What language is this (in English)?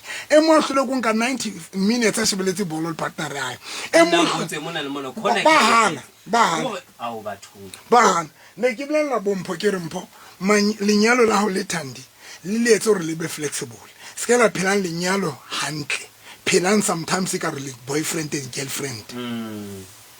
Southern Sotho